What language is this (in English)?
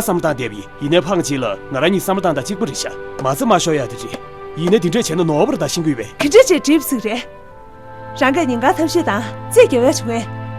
Tibetan